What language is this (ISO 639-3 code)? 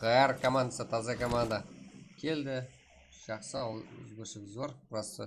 kaa